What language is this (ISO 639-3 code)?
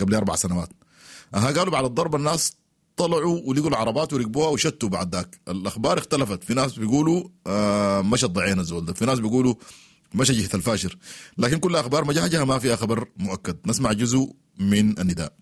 apd